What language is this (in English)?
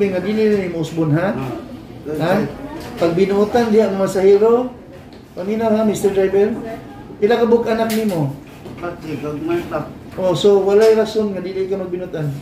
Cebuano